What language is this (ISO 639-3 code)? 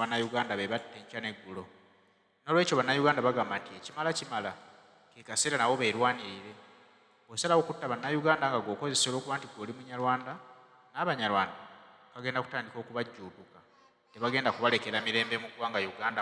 lug